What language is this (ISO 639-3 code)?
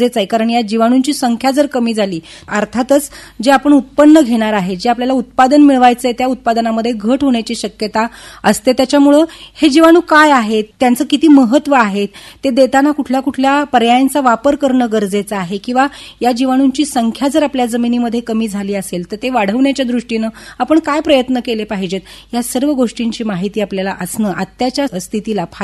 mar